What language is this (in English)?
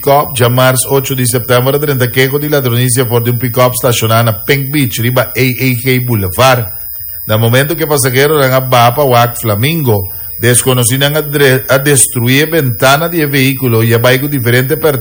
Papiamento